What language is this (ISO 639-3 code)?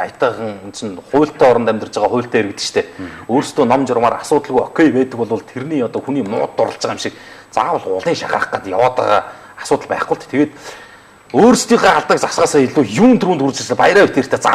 mon